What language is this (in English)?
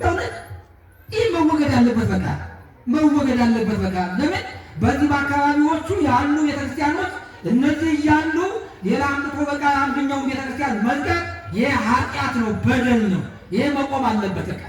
Amharic